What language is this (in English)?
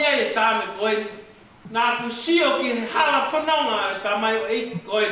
Tongan